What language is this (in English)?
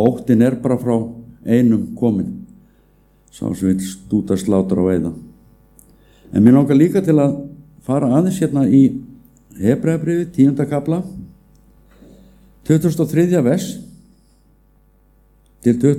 Icelandic